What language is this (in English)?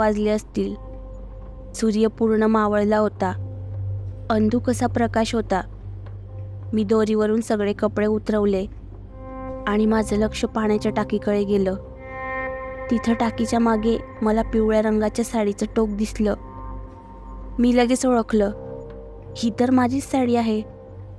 Marathi